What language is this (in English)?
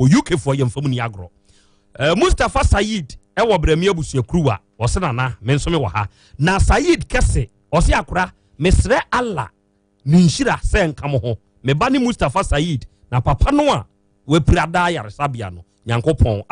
Akan